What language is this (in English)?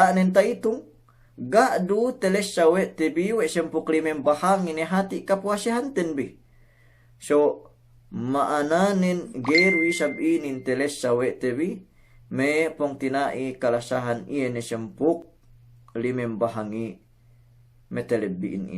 Yakan